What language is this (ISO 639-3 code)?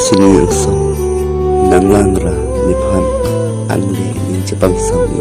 mjw